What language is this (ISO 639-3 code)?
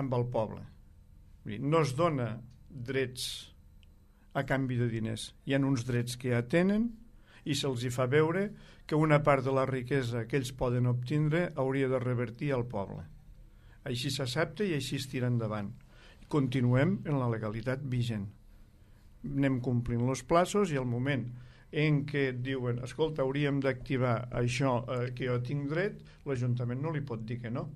cat